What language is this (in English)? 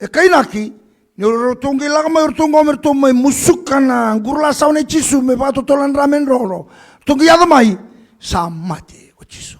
Fijian